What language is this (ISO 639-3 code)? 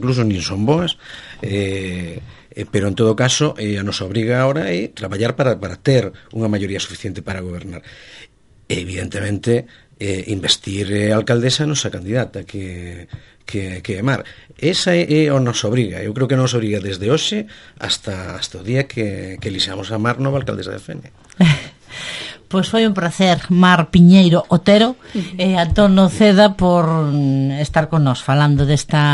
glg